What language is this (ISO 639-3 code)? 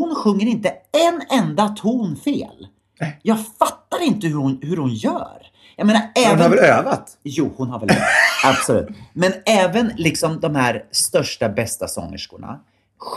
swe